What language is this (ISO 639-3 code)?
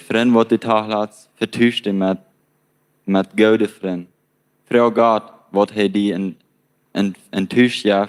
pdt